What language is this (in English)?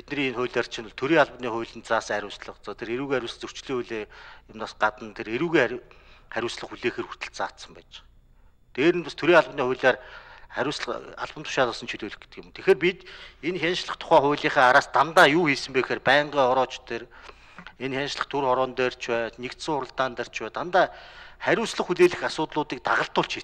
Mongolian